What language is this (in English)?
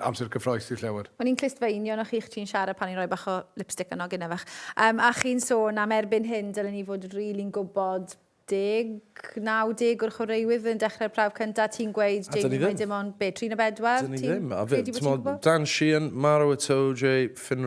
Welsh